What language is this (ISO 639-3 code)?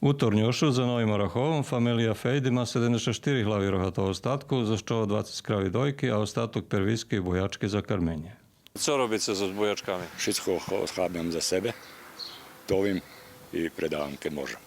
rue